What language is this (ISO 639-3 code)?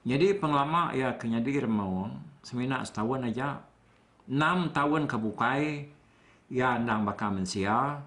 iba